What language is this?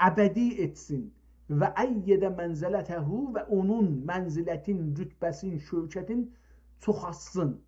South Azerbaijani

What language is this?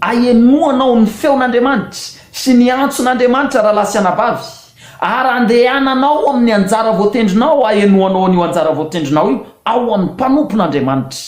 Malagasy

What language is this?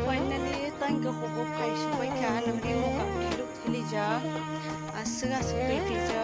Kok Borok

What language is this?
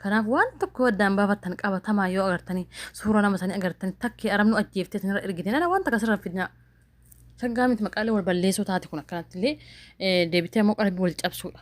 Oromo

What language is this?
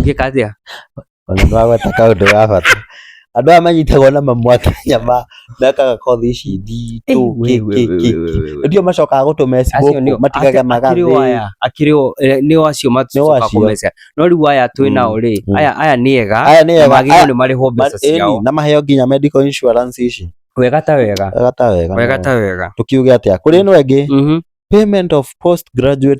Kikuyu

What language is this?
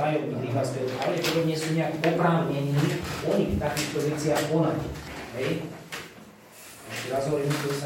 Slovak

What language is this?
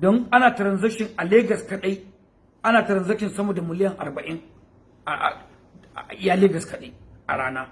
Hausa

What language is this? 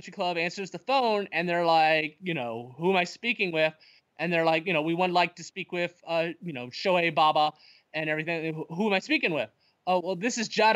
English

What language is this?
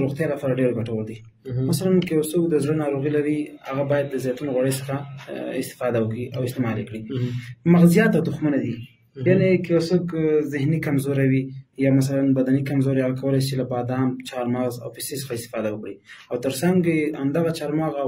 Pashto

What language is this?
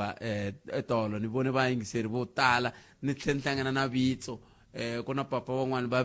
Tsonga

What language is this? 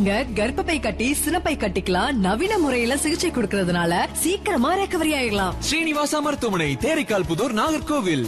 Tamil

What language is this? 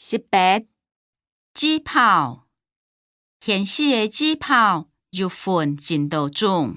Hakka Chinese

